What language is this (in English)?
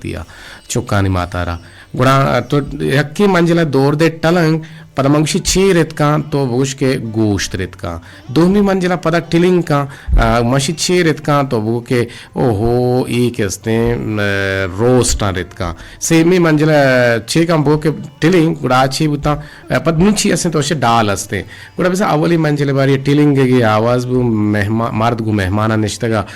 Eastern Balochi